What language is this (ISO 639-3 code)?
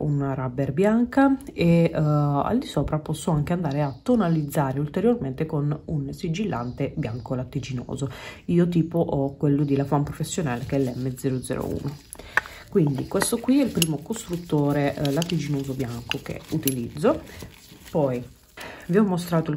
ita